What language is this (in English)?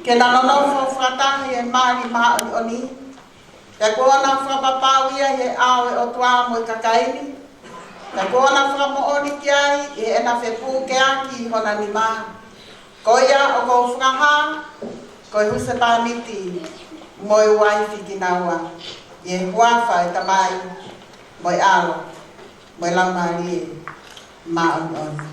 Tongan